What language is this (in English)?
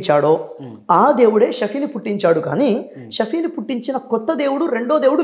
Telugu